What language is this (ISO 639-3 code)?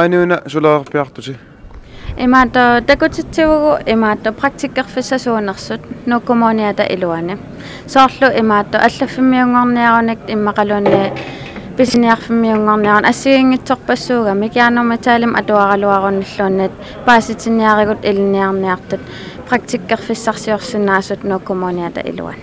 kal